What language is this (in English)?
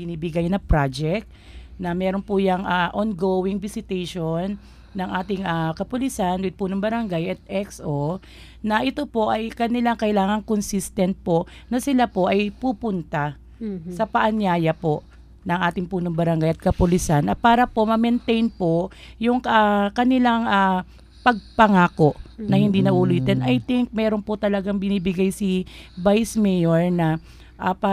Filipino